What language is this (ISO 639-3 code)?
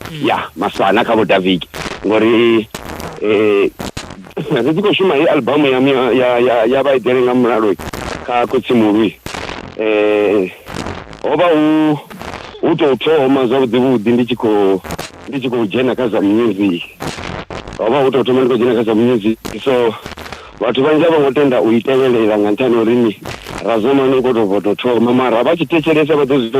ven